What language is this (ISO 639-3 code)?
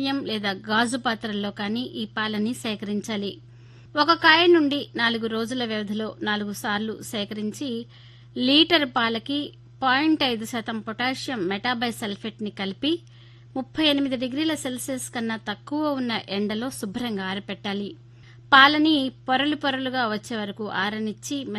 tel